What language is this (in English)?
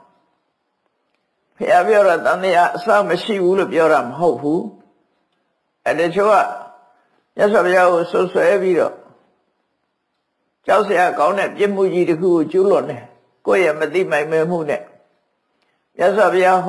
Burmese